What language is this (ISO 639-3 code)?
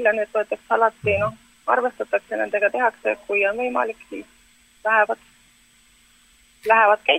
est